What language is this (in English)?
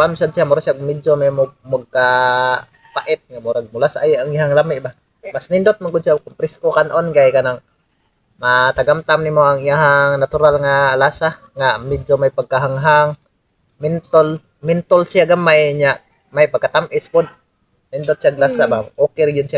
Cebuano